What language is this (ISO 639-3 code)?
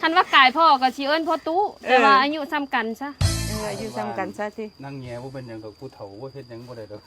tts